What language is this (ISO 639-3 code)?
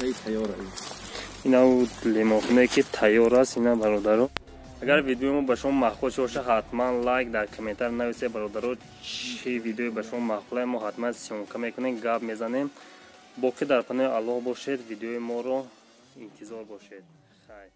tgk